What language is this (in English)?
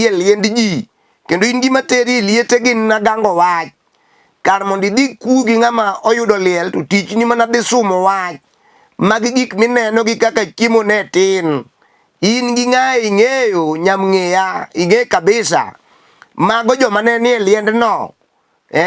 Luo (Kenya and Tanzania)